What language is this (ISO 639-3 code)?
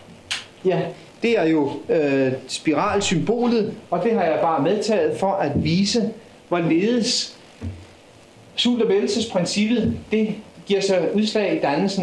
dan